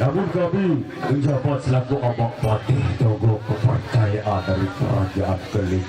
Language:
Sasak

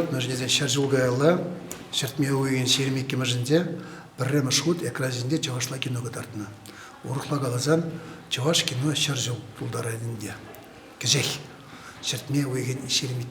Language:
Chuvash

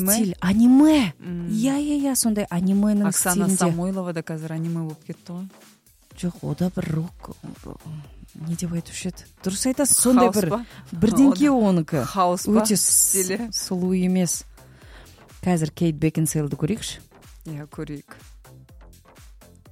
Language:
Kazakh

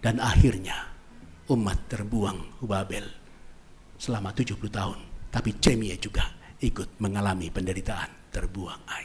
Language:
Batak Simalungun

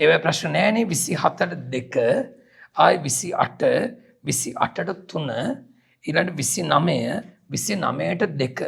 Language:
Sinhala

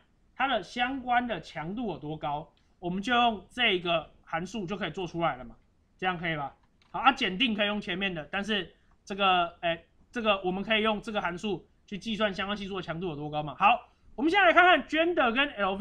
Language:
Chinese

